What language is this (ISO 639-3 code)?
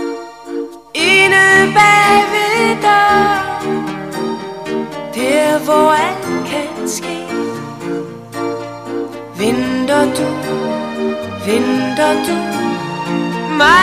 dan